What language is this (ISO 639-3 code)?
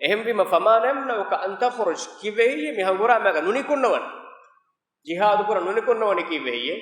div